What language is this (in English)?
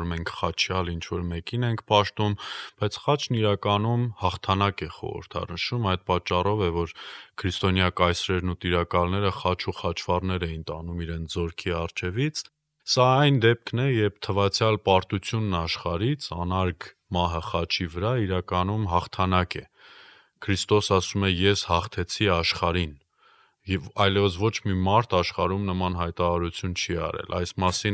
Armenian